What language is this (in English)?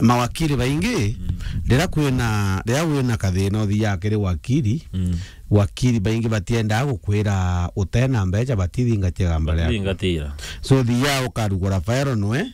Meru